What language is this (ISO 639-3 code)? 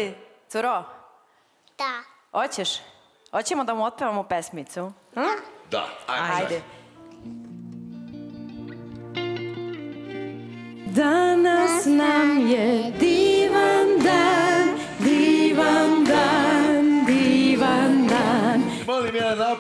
srp